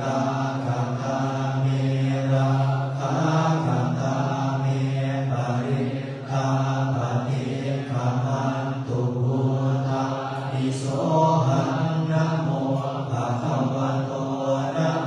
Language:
Pali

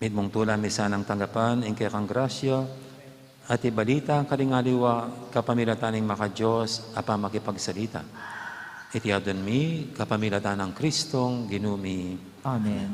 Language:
Pampanga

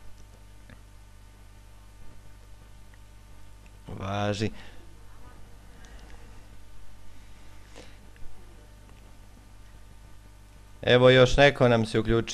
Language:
Serbian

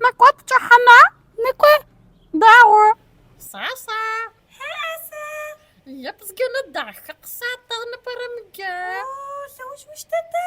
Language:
Adyghe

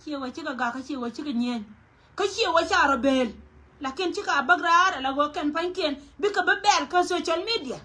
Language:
Nuer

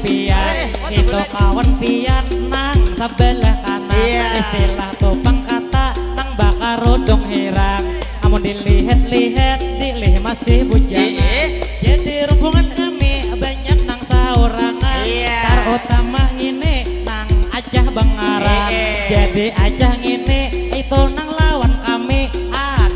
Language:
Banjar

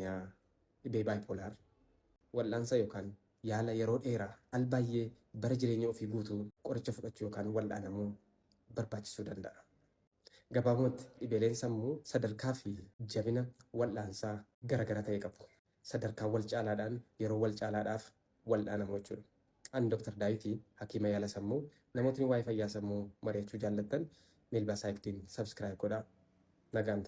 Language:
Oromo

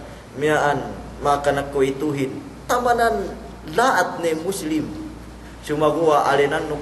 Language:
Yakan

